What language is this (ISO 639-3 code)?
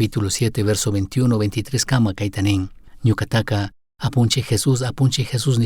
qug